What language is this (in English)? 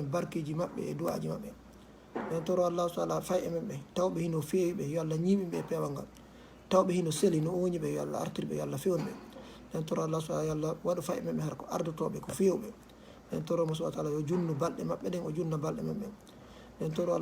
Fula